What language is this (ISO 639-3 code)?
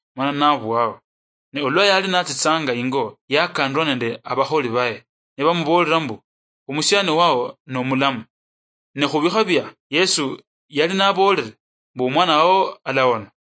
luy